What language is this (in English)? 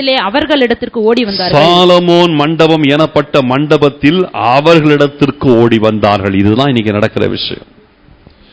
Tamil